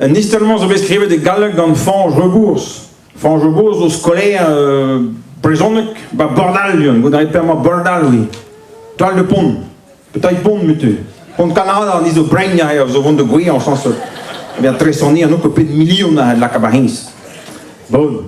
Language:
Breton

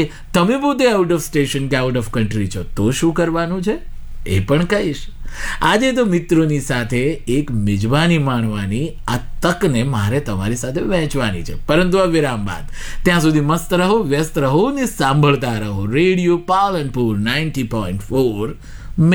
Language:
Gujarati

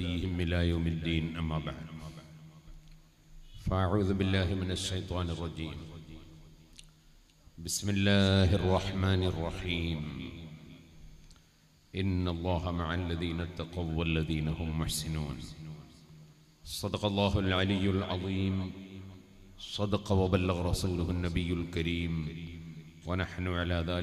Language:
Malayalam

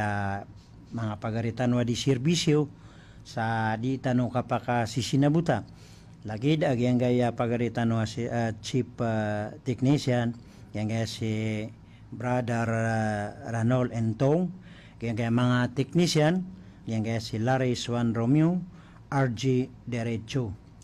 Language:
Maranao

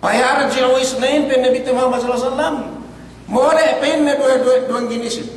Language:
Yakan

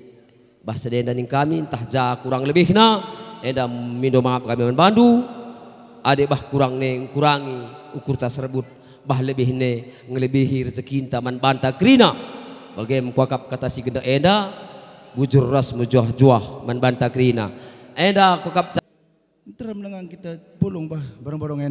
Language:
Batak Karo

